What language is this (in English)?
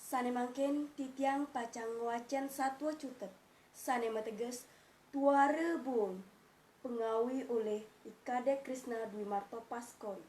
Balinese